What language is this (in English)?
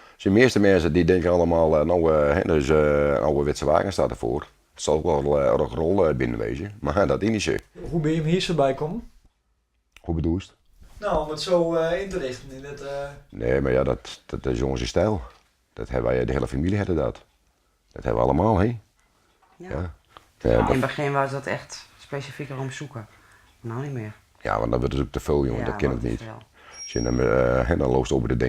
Western Frisian